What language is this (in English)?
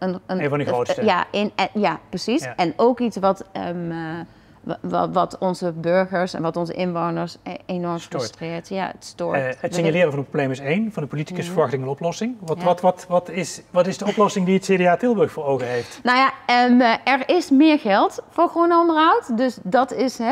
Dutch